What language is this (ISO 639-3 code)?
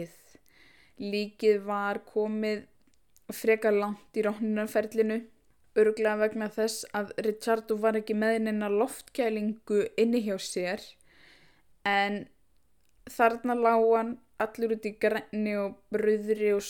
isl